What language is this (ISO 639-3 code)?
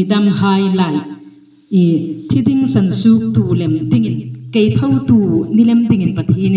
hmr